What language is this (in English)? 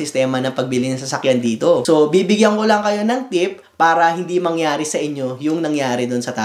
Filipino